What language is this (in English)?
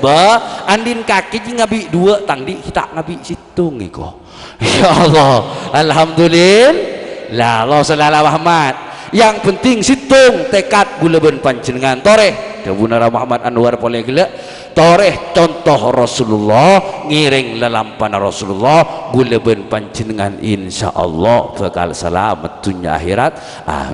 Madurese